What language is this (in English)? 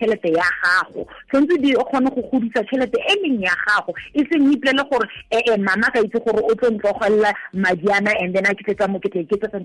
Tswana